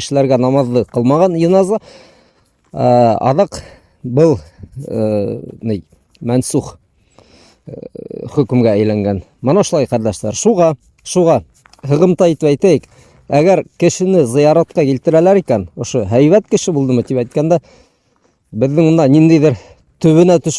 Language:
Bashkir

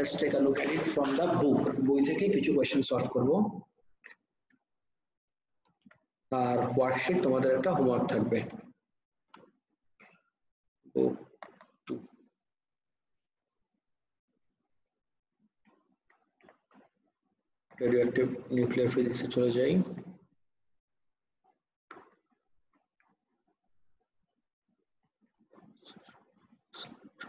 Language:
Bangla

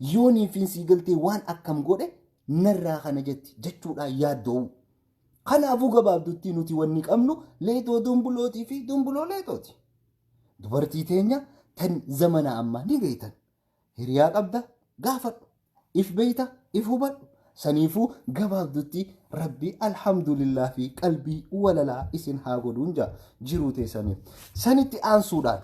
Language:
Oromo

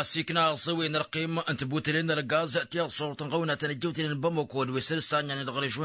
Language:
Tamasheq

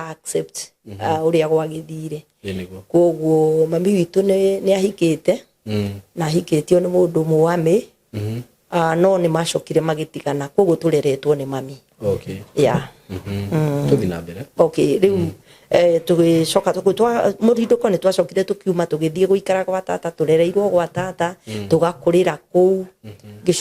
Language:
Kikuyu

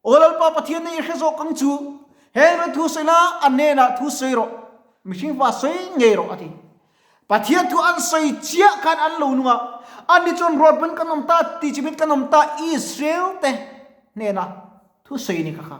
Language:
Mizo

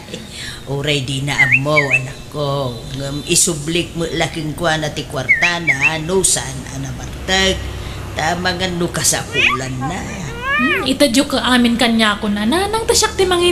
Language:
Iloko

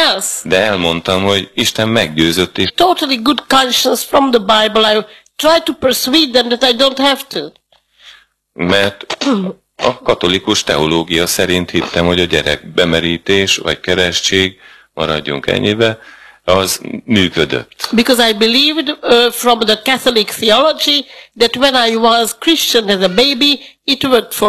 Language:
Hungarian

